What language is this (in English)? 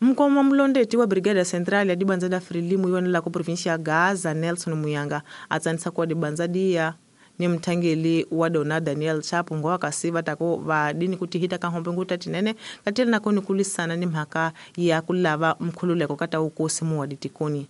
Tsonga